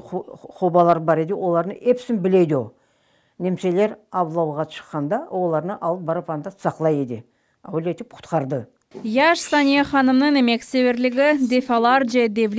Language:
Crimean Tatar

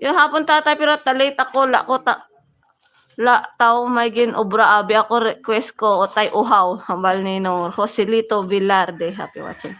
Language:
Hiligaynon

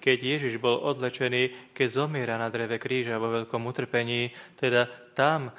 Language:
Slovak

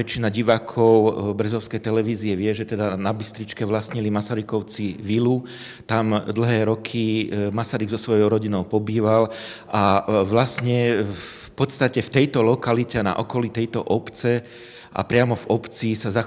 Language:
Slovak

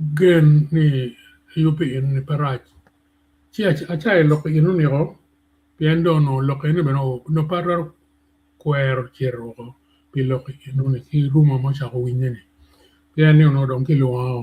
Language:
Acoli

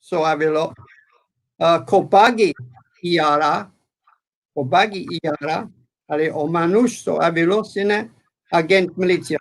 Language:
Balkan Romani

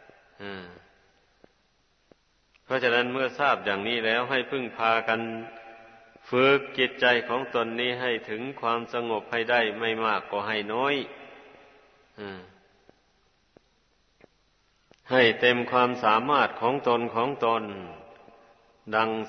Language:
Thai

